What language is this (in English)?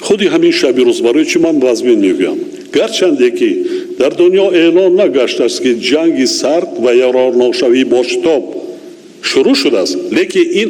Tajik